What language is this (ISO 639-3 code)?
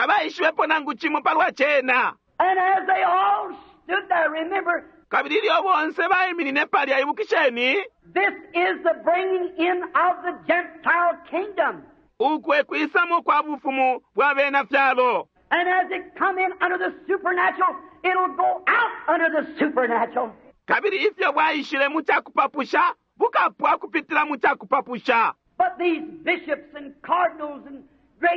bem